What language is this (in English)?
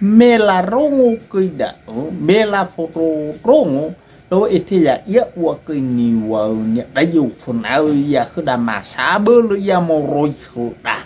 Nias